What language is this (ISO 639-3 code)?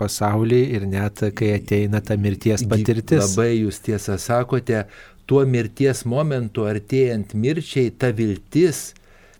lit